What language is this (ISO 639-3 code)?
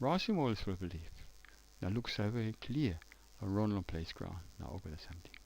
tpi